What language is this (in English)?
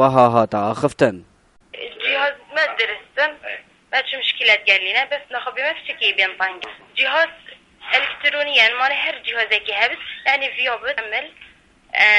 Kurdish